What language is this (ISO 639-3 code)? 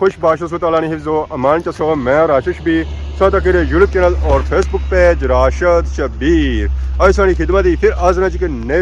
phr